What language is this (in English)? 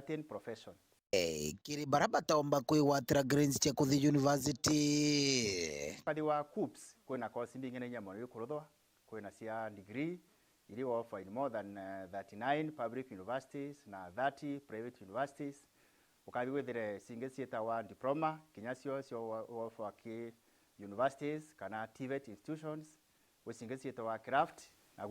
Meru